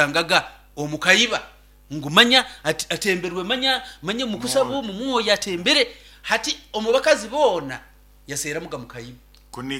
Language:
Nyoro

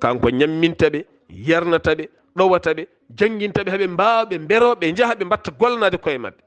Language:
Fula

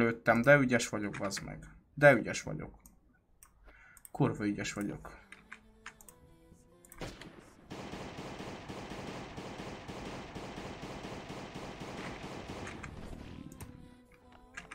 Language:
Hungarian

